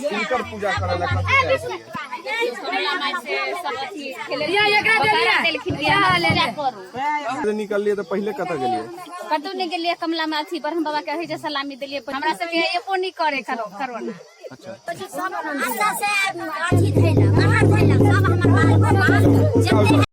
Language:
Maithili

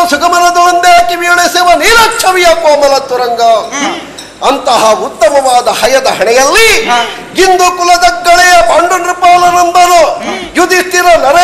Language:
Kannada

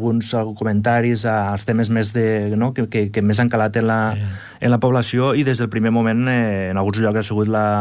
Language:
Catalan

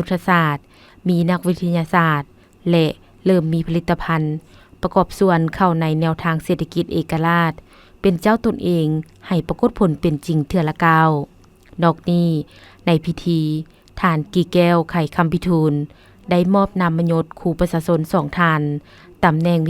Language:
Lao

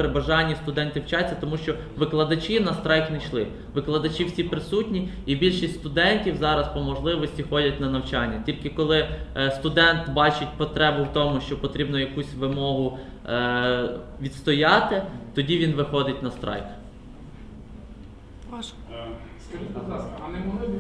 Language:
Ukrainian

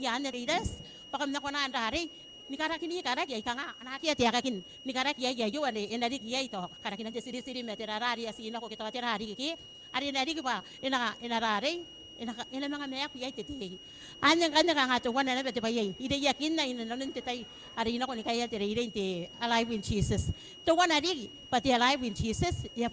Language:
Gilbertese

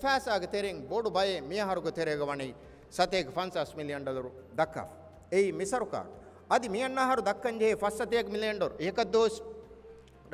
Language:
Divehi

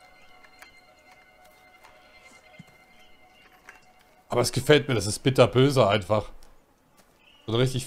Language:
German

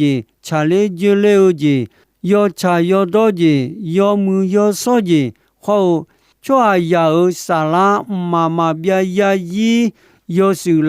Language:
Akha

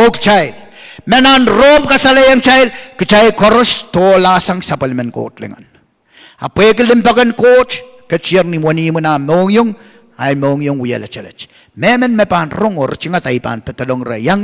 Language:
Pohnpeian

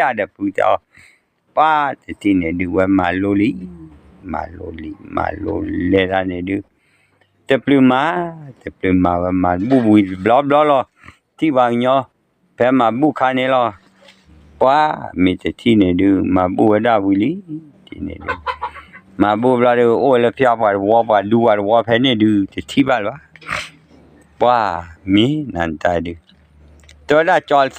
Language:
S'gaw Karen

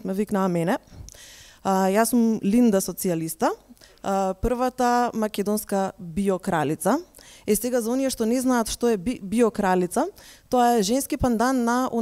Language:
Macedonian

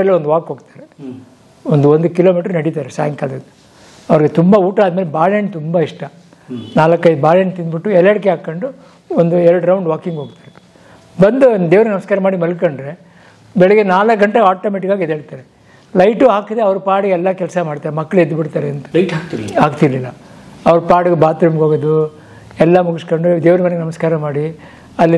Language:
Kannada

